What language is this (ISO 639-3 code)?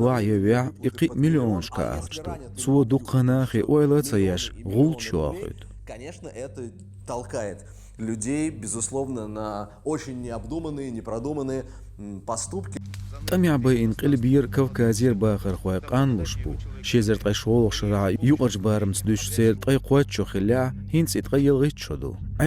che